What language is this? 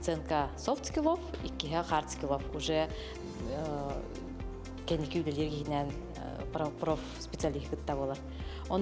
Yakut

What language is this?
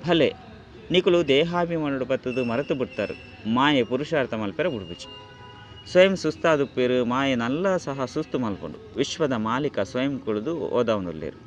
Tulu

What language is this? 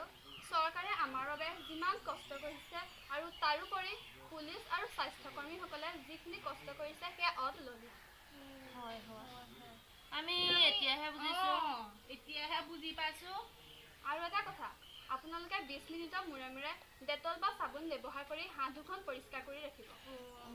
Assamese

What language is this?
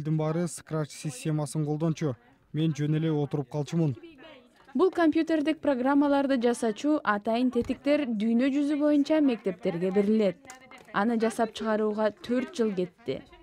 Kyrgyz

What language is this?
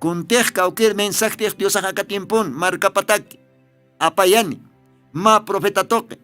Aymara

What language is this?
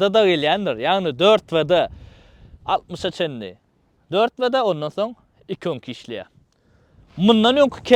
Turkmen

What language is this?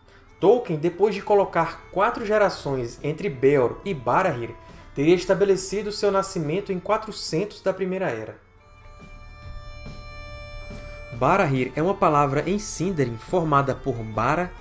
Portuguese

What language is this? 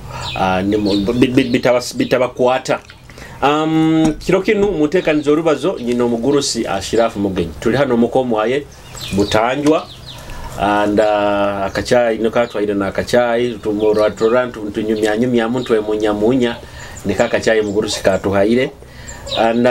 Nyoro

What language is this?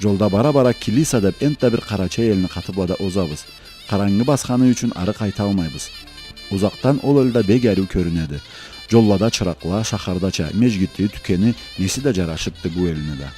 Karachay-Balkar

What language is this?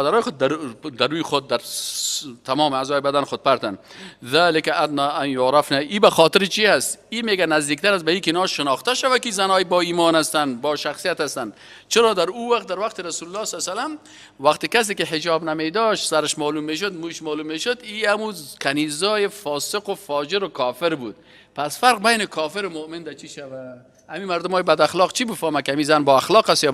Persian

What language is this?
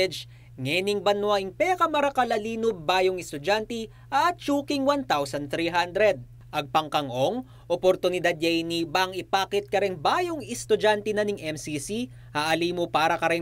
Pampanga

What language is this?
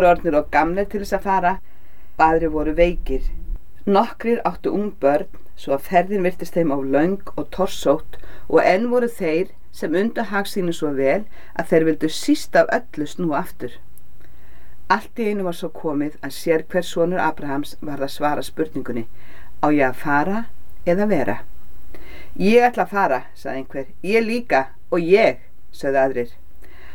Icelandic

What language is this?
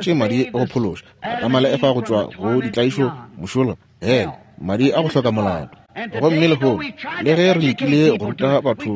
Northern Sotho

